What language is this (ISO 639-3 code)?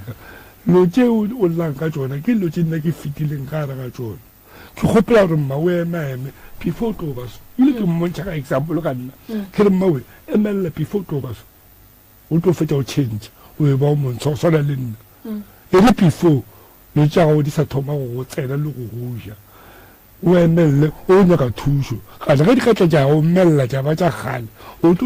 nso